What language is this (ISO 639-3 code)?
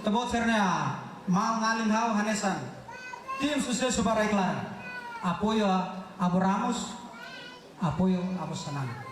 tet